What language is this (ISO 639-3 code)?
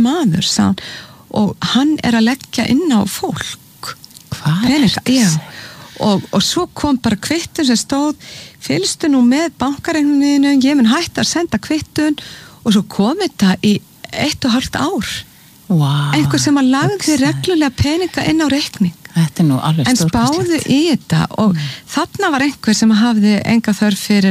isl